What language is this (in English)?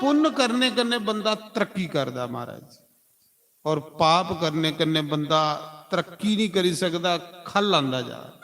Dogri